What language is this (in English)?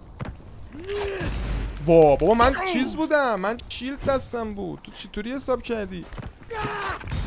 Persian